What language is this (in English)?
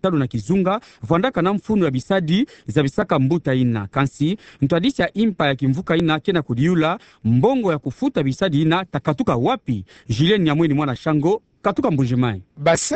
Kituba (Democratic Republic of Congo)